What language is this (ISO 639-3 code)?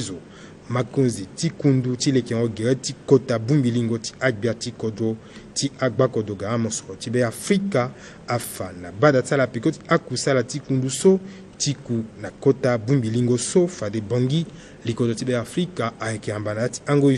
sag